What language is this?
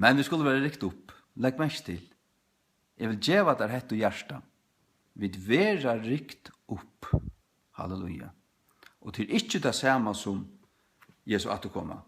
Faroese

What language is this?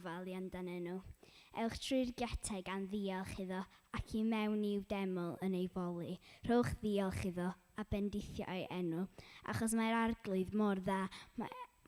Welsh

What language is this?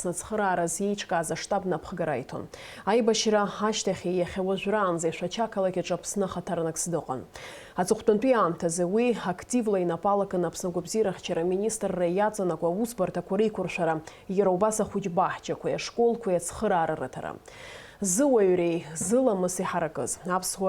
Abkhazian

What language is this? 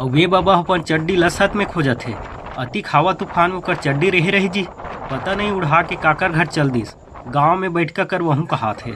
Chhattisgarhi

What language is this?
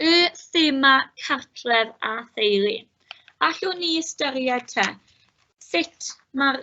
Welsh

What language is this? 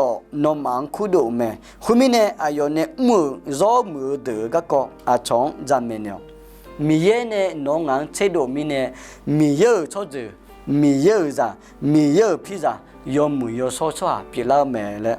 Akha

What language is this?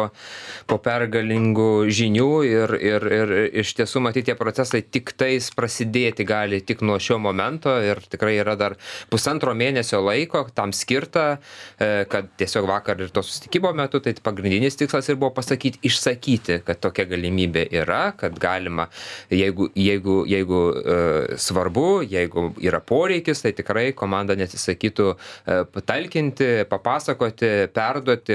Lithuanian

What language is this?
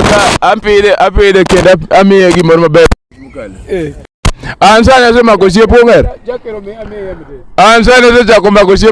Luo (Kenya and Tanzania)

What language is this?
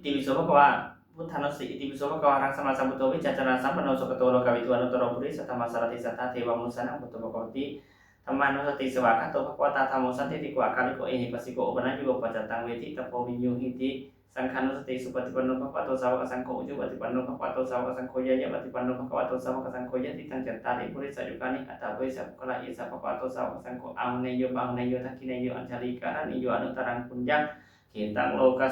Pali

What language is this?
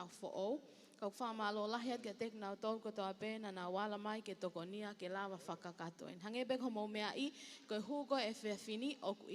Tongan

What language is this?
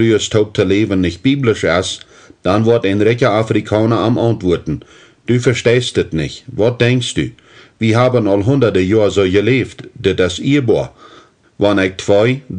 Plautdietsch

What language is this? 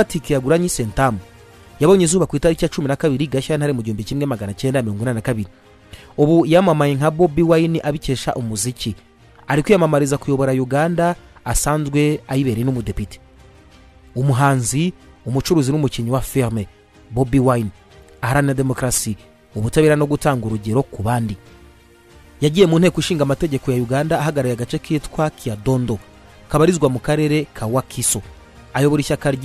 Kinyarwanda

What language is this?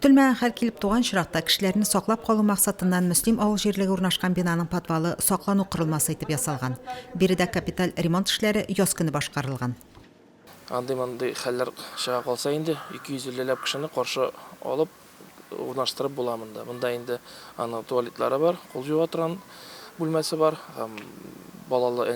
Tatar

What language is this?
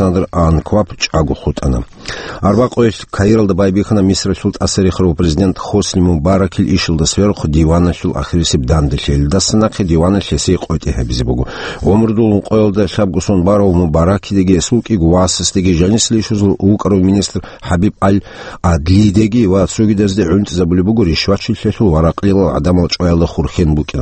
Avaric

